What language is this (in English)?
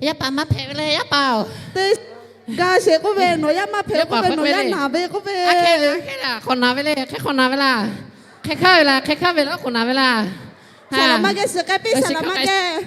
Lahu